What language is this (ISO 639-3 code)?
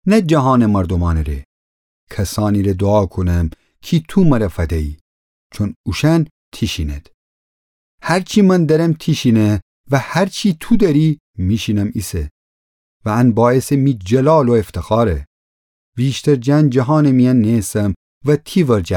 glk